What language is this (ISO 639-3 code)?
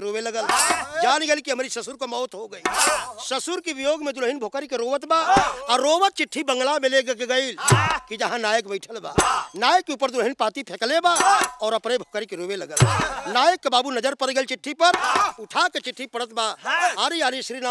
bho